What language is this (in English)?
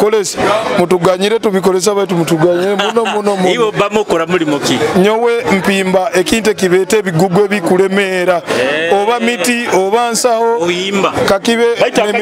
Nyoro